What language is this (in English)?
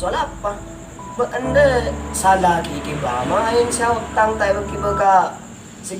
Madurese